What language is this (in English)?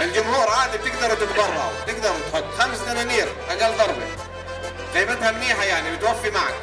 North Levantine Arabic